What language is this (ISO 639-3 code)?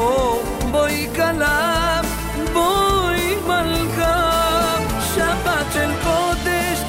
heb